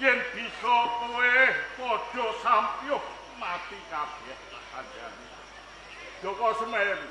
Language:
Javanese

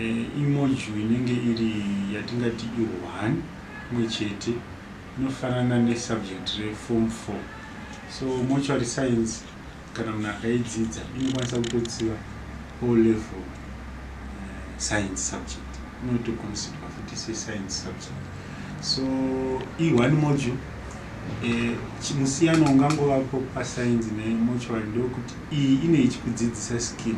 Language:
Shona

